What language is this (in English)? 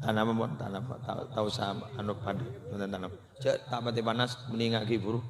Madurese